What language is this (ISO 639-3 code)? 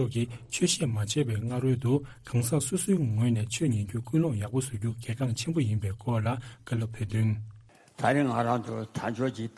bod